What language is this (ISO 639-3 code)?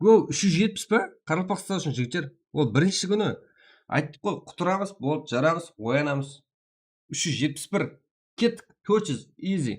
kaa